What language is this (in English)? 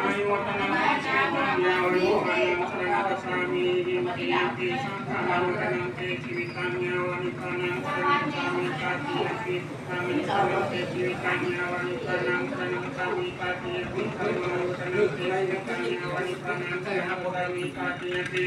Pali